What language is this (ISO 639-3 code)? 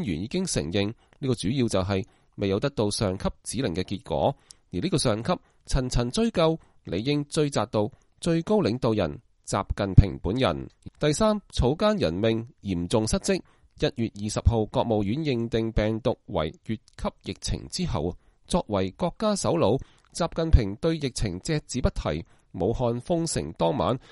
yue